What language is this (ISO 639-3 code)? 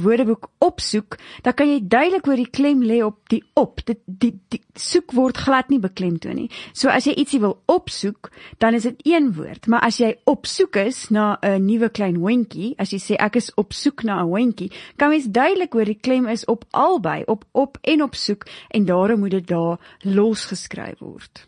afr